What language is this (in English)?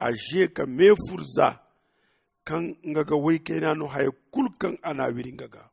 Zarma